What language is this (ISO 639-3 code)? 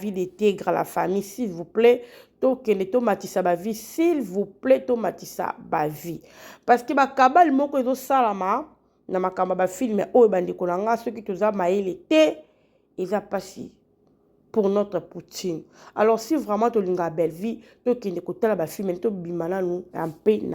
lin